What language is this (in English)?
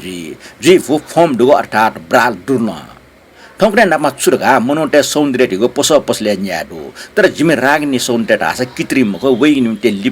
Newari